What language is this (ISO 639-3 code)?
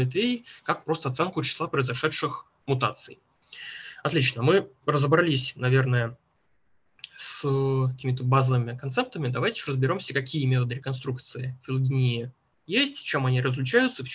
rus